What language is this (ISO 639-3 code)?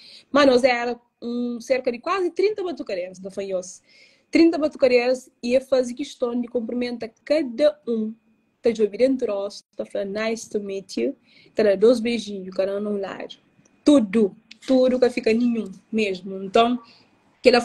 kea